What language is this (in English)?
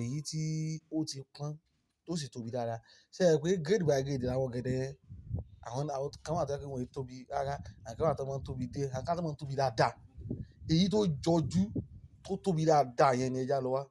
Yoruba